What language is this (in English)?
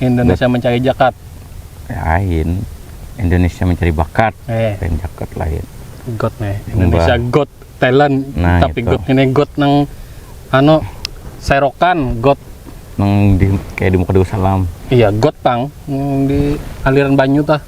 Banjar